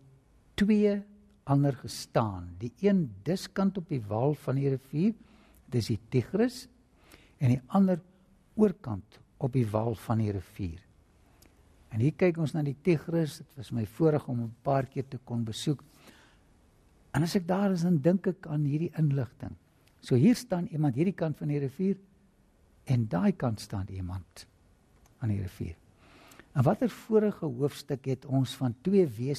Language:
Afrikaans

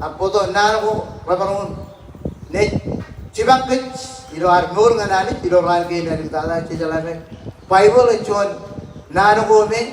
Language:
Marshallese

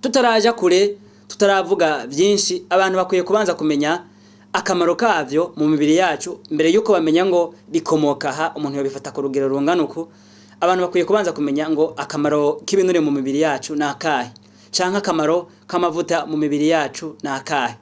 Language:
Rundi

